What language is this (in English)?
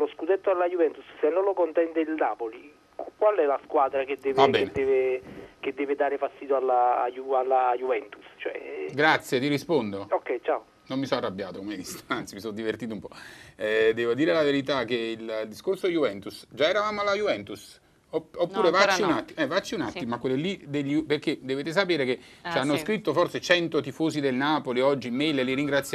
Italian